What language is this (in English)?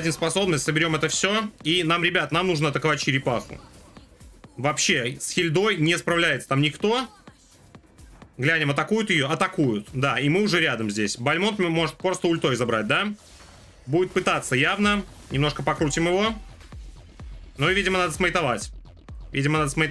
Russian